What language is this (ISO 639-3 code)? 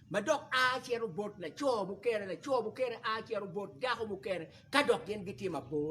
ach